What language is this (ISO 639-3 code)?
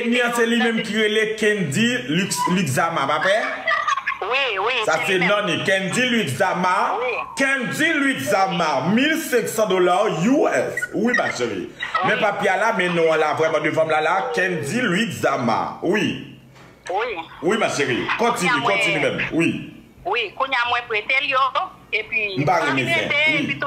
hat